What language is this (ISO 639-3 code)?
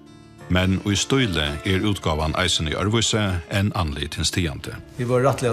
fao